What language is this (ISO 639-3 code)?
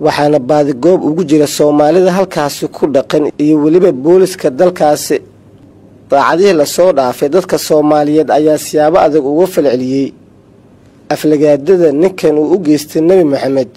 som